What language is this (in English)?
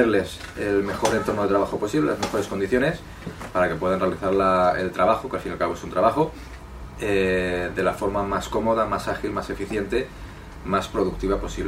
Spanish